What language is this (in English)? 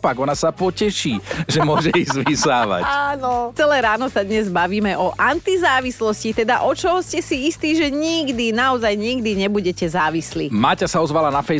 Slovak